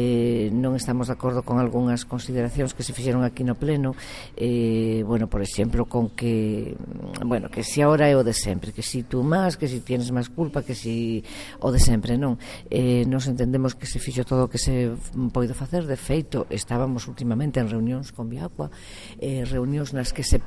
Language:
Galician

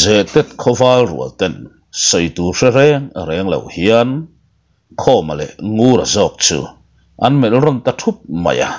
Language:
Mizo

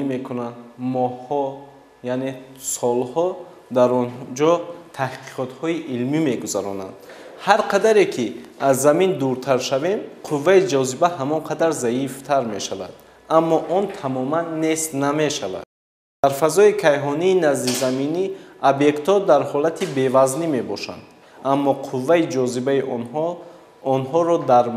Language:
Tajik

